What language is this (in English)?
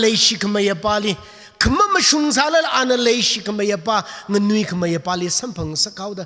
Tangkhul Naga (India)